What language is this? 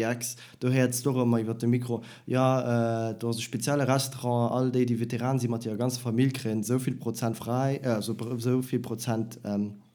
Luxembourgish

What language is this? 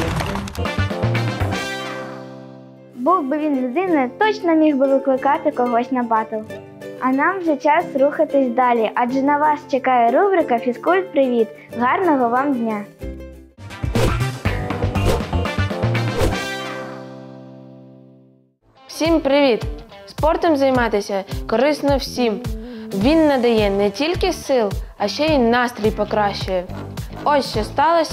Ukrainian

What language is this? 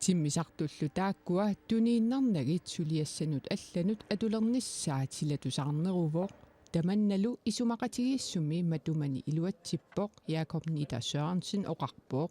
Kalaallisut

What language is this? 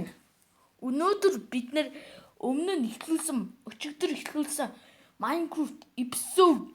Mongolian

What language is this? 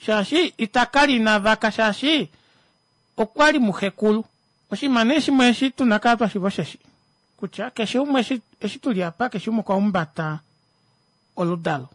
Kuanyama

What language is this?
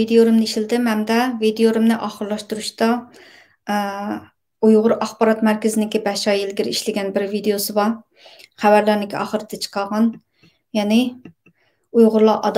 Uyghur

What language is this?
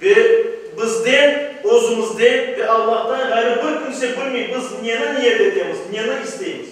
Crimean Tatar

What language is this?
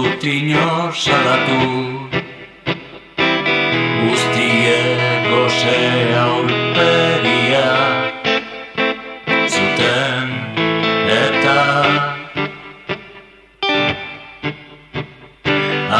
Basque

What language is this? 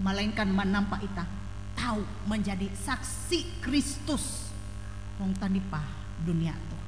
Ngaju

